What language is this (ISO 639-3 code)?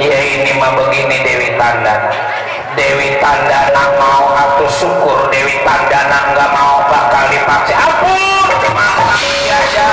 bew